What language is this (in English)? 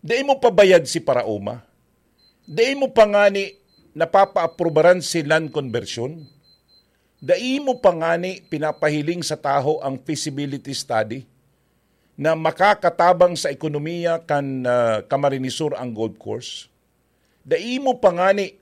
Bikol